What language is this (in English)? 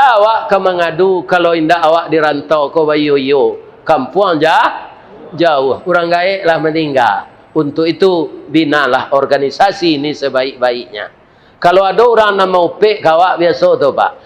Minangkabau